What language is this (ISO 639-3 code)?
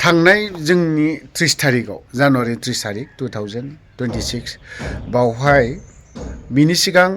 brx